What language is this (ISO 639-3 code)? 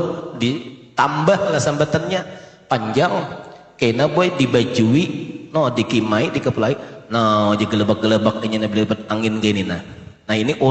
bjn